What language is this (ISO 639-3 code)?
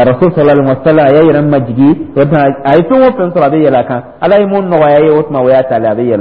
dyu